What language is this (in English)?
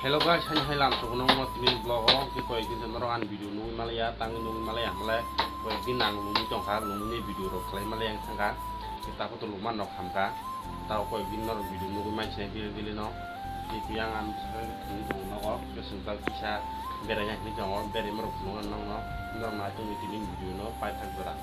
Kok Borok